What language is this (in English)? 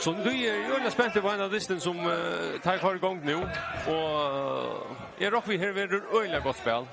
Faroese